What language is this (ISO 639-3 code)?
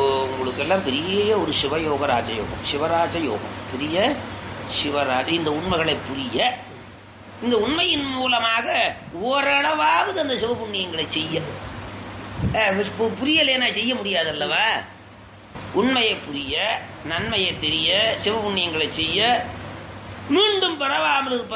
tam